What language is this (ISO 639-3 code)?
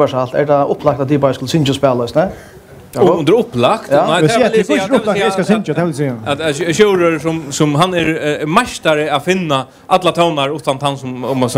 fao